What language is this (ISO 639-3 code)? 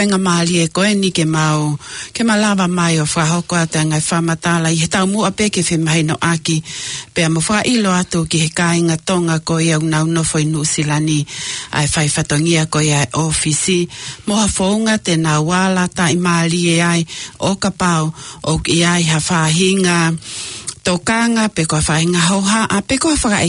ton